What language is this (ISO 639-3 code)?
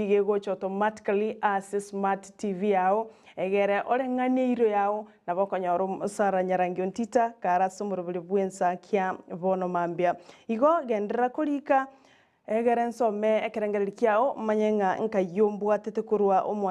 guz